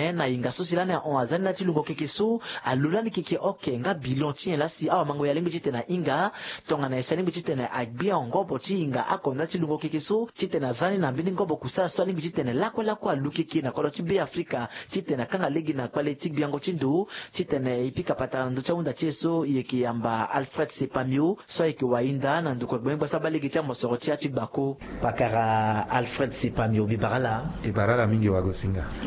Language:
Sango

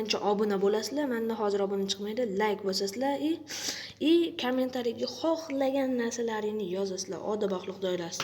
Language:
Uzbek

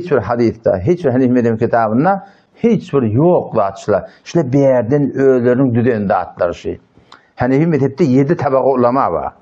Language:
Turkmen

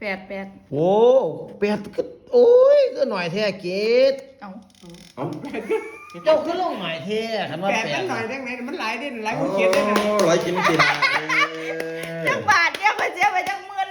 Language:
Northeastern Thai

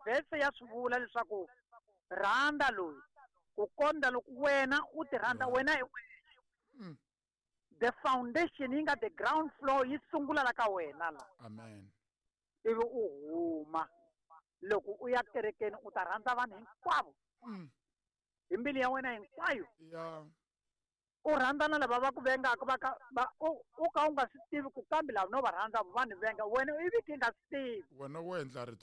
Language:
Tsonga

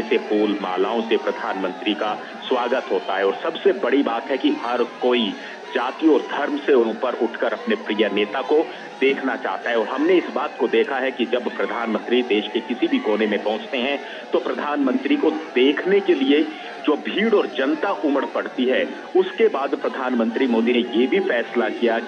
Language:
Hindi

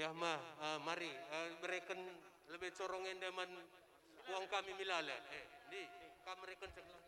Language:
Batak Karo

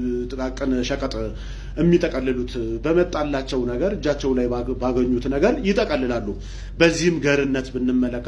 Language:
Amharic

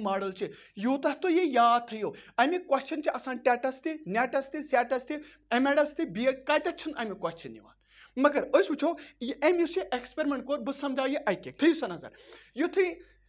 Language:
Kashmiri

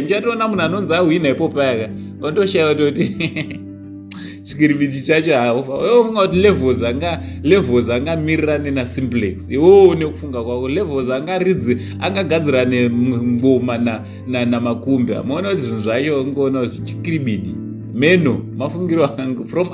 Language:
Shona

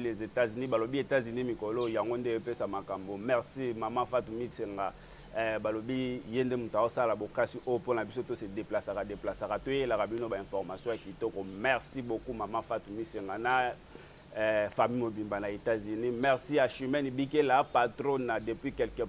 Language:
Lingala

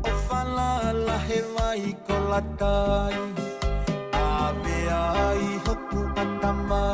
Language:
Tongan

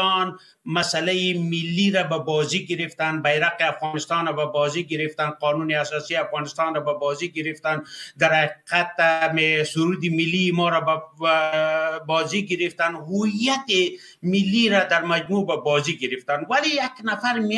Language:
Persian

